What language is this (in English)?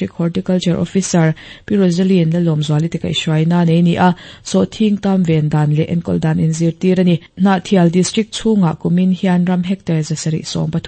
Mizo